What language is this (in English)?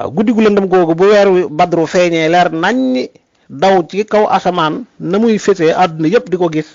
Wolof